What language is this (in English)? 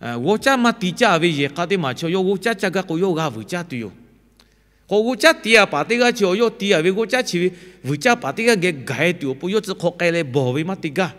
Lahu